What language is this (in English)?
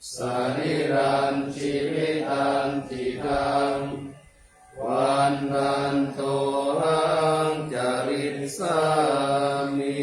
Pali